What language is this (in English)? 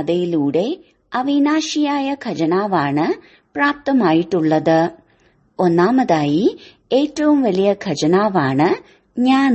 Malayalam